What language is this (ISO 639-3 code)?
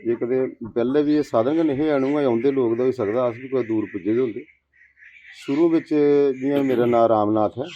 doi